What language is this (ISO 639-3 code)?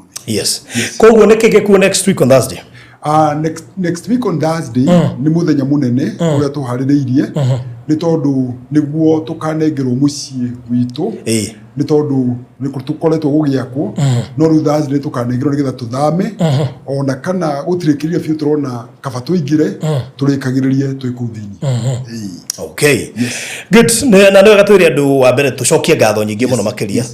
kik